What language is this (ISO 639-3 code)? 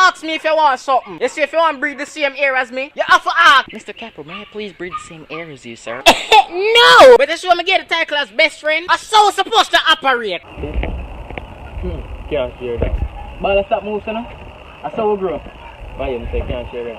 jam